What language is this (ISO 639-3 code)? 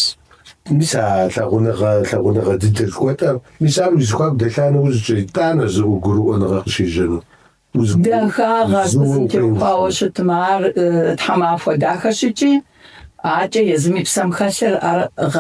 kbd